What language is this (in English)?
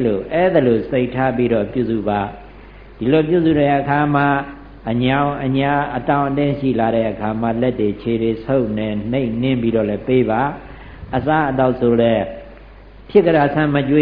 Burmese